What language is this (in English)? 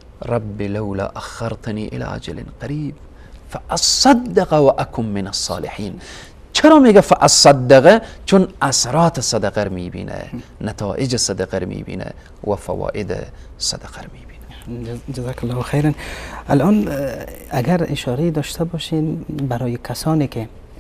Persian